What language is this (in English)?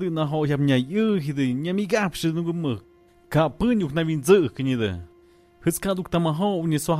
Tlahuitoltepec Mixe